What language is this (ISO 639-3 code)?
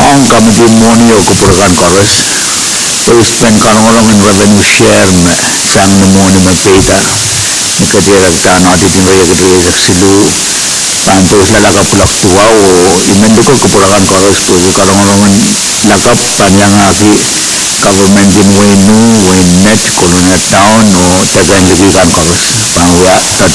pon